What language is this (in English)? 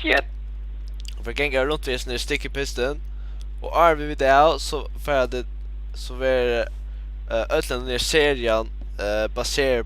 Faroese